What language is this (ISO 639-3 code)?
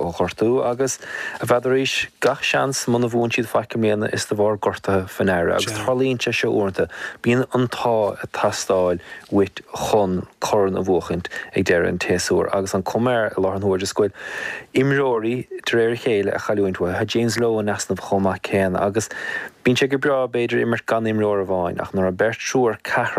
gle